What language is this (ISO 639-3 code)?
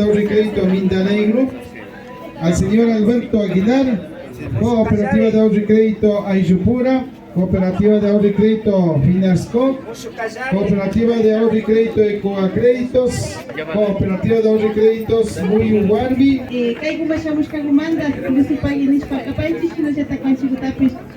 qvi